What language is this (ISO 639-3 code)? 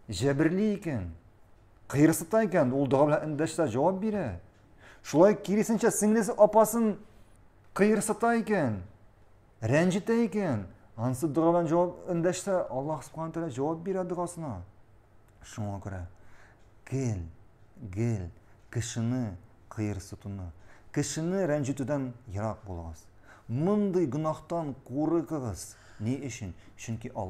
tat